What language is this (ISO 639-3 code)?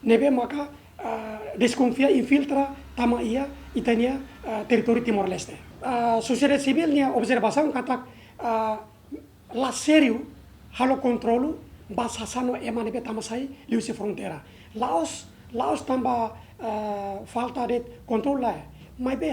tet